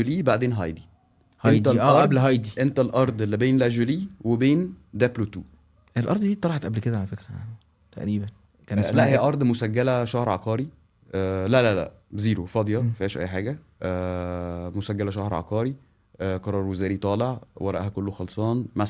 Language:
Egyptian Arabic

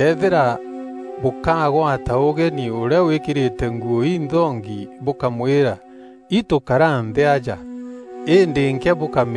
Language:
Meru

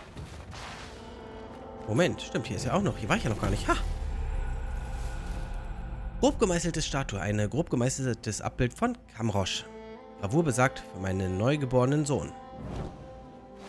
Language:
German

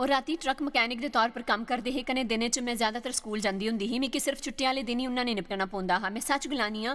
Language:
Dogri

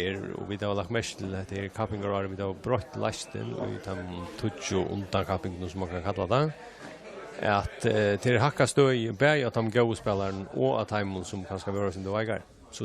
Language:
Faroese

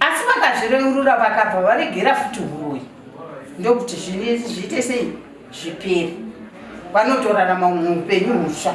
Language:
Shona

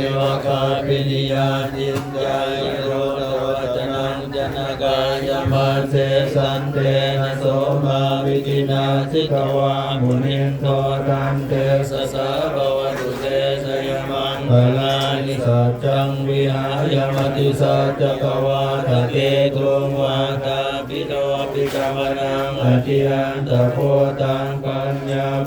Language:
Pali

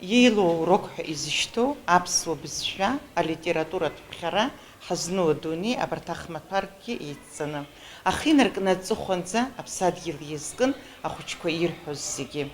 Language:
Abkhazian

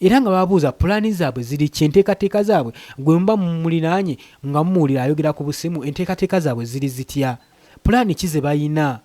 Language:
Ganda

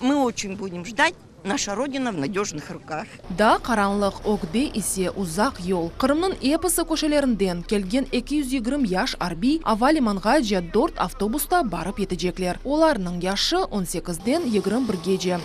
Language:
Crimean Tatar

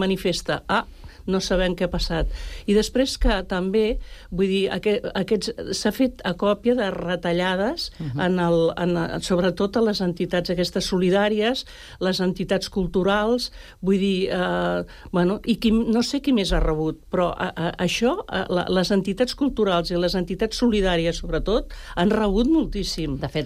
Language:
Catalan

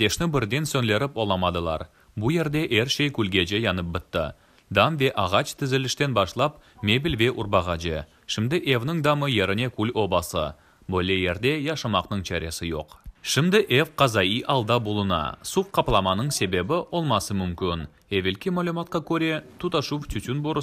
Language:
Crimean Tatar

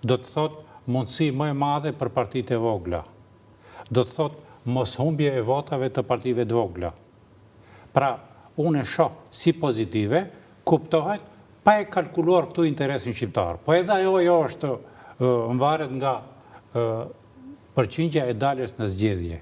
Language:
Albanian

